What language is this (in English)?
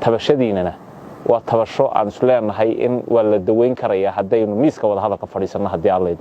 Somali